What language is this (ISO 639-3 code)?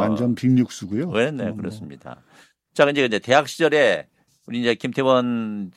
kor